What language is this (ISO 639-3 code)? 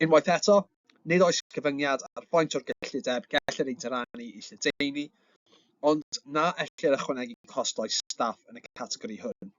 cym